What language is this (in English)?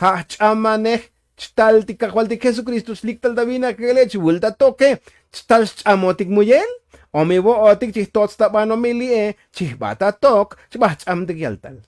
Tzotzil